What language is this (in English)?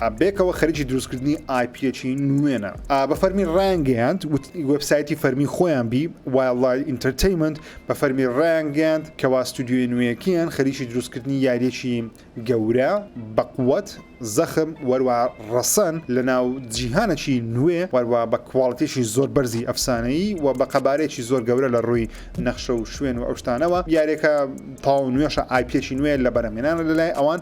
Central Kurdish